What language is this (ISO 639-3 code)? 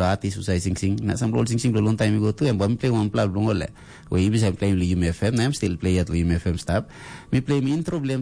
tpi